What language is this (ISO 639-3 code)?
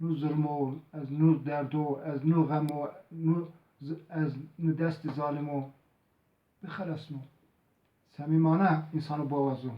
zza